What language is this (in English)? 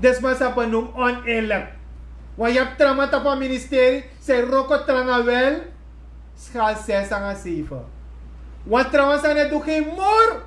Sranan Tongo